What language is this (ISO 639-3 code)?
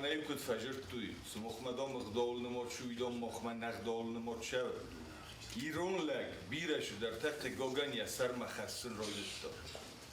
oss